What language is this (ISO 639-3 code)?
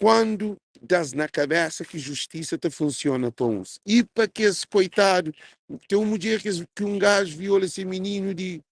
kea